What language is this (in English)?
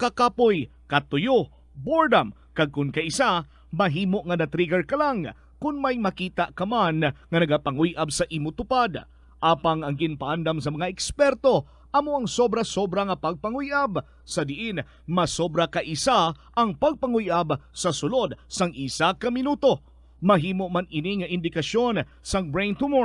Hiligaynon